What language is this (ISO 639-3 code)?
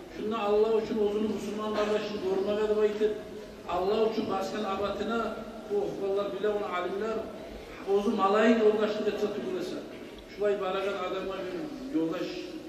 kum